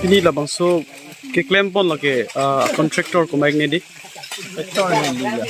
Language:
Karbi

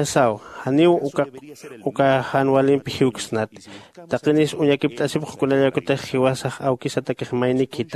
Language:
Aymara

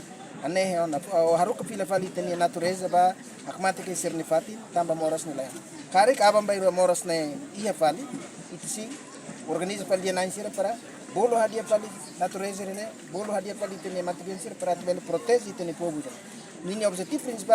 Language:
Tetum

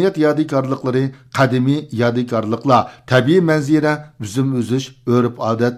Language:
Uyghur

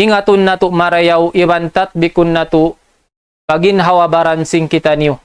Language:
Tausug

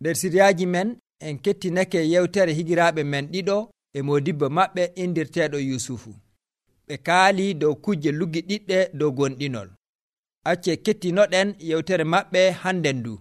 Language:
Nigerian Fulfulde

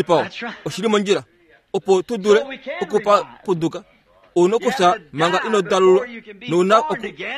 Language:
Kuanyama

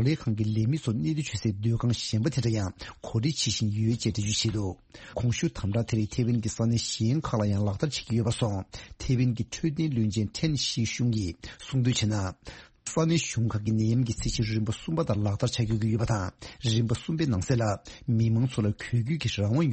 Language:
Tibetan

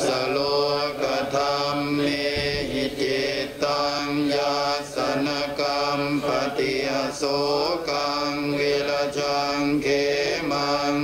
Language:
Pali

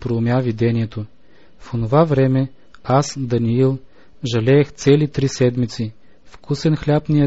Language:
Bulgarian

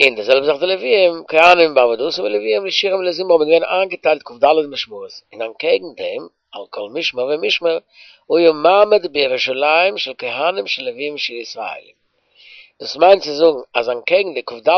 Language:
Yiddish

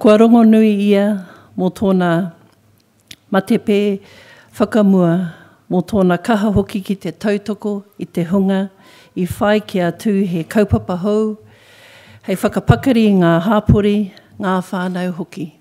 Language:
Māori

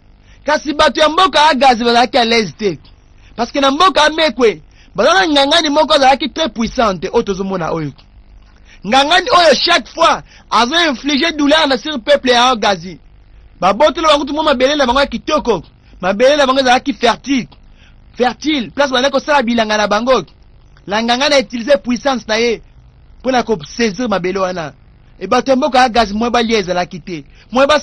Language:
Lingala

